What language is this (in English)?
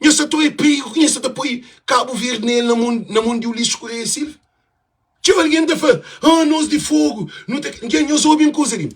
Kabuverdianu